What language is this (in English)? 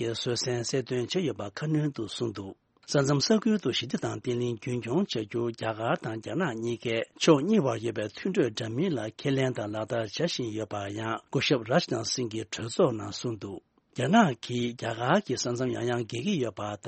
Tibetan